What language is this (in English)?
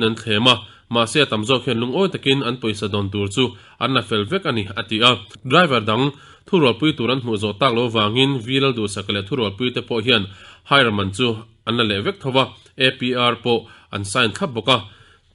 Mizo